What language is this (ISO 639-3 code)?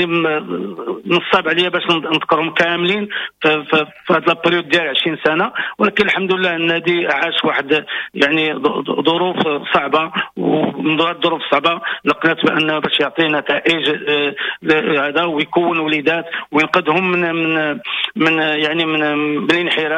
ary